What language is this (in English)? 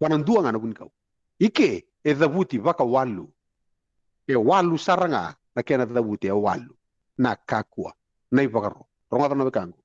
Fijian